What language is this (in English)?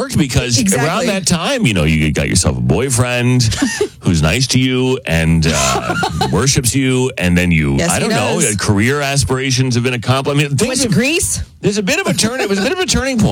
English